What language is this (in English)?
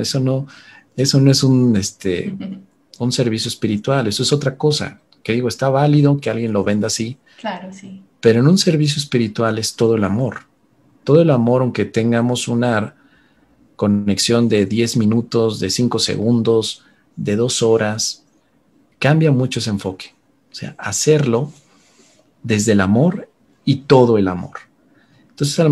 Spanish